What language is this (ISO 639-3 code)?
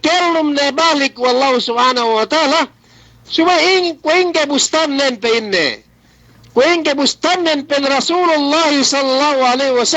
yka